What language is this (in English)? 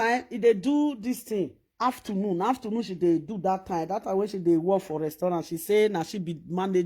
Nigerian Pidgin